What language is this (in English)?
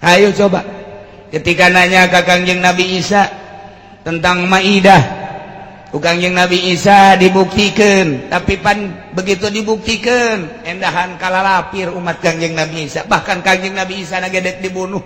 Sundanese